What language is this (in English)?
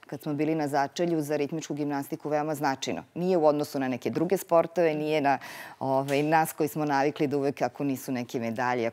Serbian